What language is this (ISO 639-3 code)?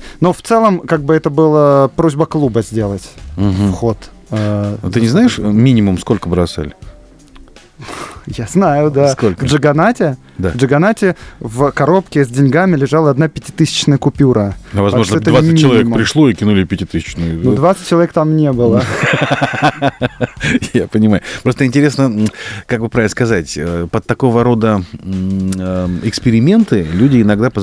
rus